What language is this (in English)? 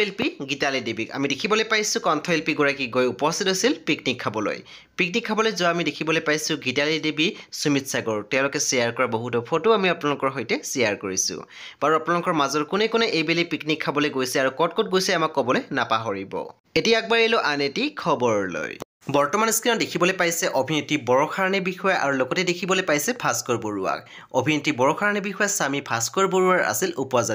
Assamese